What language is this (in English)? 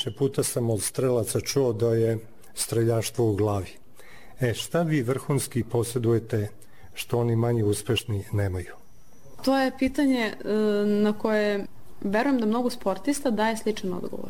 Serbian